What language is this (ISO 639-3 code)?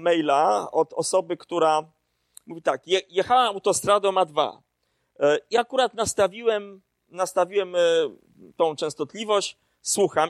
pol